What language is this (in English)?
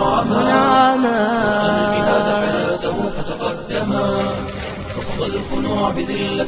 Somali